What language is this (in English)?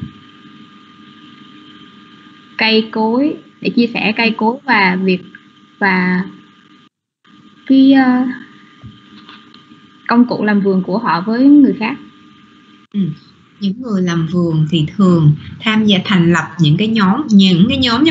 Vietnamese